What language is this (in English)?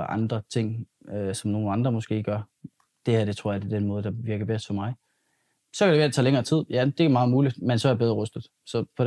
Danish